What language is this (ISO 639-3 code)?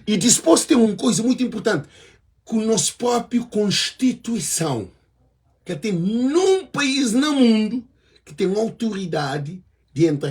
kea